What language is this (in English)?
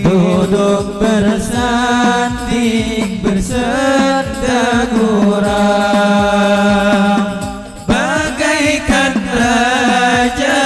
Banjar